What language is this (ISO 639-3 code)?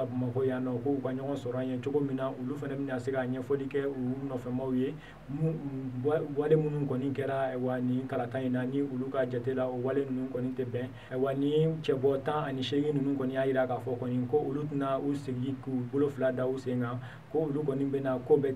bam